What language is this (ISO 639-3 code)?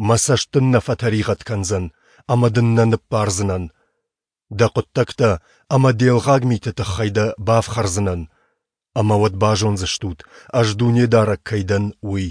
oss